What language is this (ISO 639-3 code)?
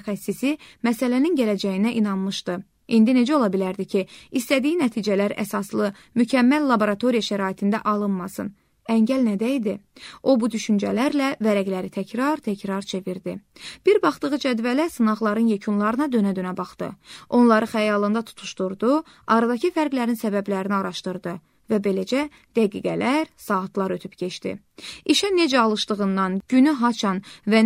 aze